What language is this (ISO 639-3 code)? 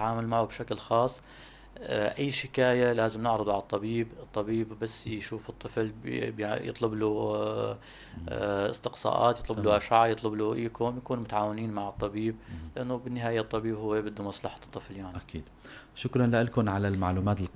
apc